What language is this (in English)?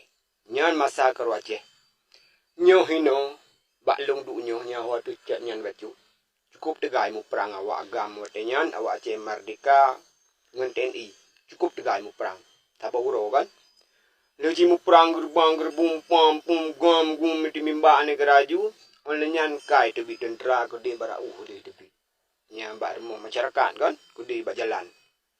Achinese